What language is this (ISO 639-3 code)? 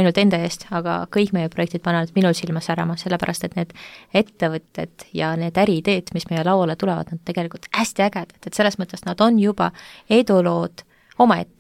est